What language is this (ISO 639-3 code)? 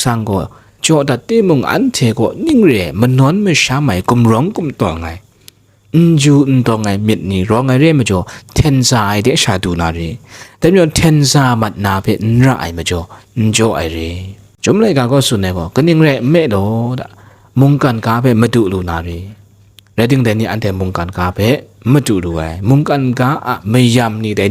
kac